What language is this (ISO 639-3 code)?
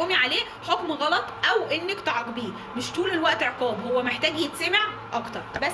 arz